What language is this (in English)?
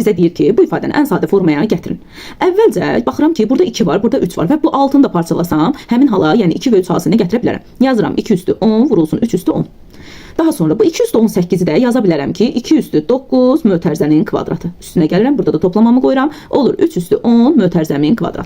Azerbaijani